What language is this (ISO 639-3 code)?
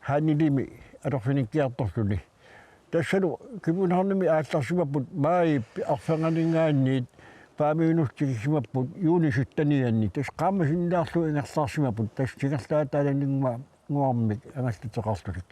kal